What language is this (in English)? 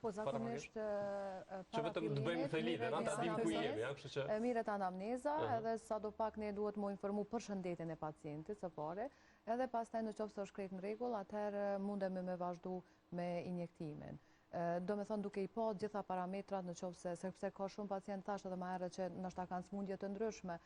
Albanian